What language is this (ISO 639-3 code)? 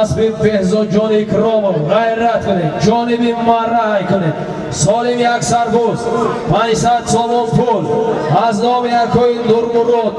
tgk